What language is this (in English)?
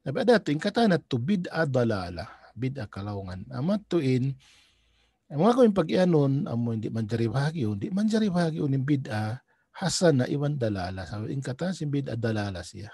Tausug